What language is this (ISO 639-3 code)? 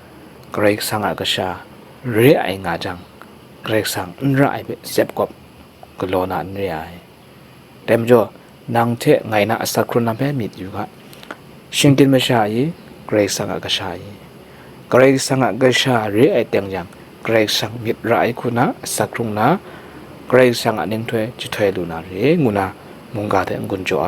kac